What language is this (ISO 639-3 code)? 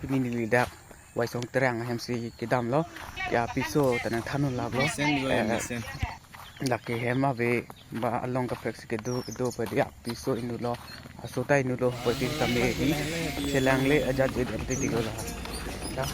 mjw